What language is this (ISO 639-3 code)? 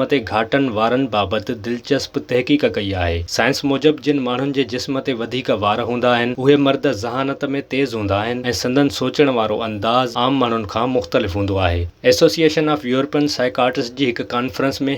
snd